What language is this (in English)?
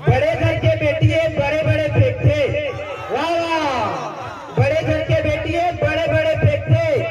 Chhattisgarhi